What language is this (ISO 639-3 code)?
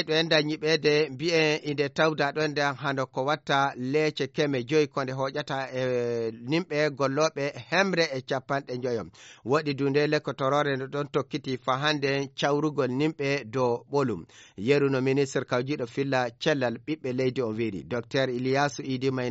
ful